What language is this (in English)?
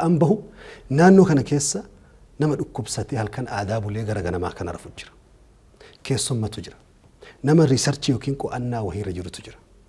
Oromo